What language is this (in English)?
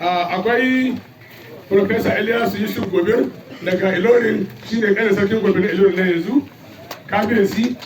Hausa